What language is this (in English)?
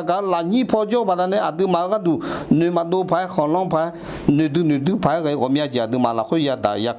Akha